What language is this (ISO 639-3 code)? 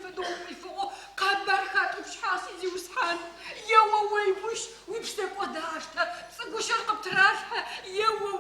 ady